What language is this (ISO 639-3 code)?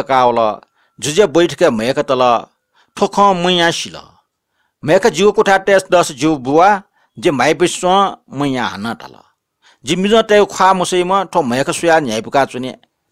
new